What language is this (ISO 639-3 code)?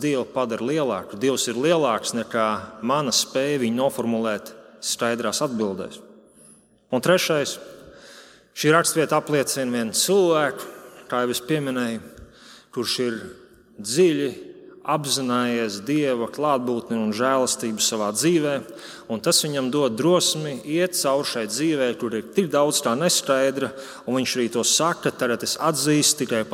lav